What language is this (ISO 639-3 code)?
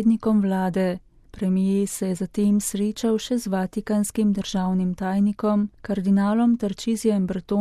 slv